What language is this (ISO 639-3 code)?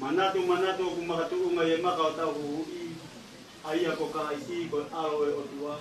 ton